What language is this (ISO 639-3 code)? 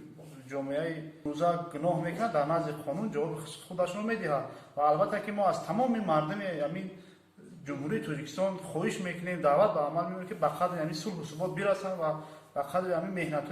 tgk